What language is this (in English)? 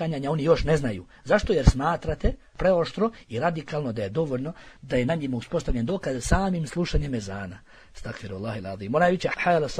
Bosnian